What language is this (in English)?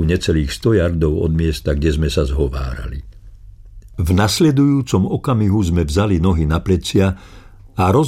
Slovak